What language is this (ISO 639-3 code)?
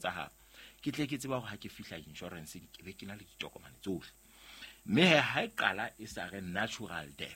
sot